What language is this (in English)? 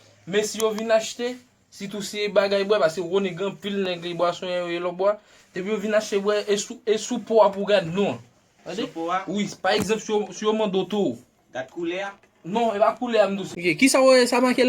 Haitian Creole